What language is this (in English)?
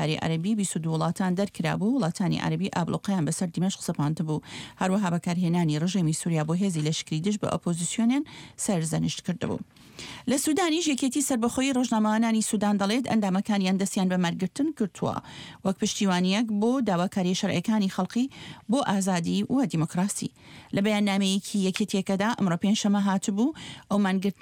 Central Kurdish